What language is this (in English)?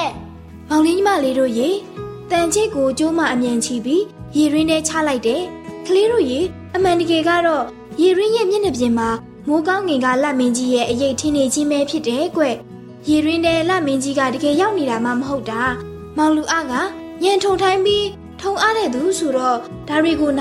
Burmese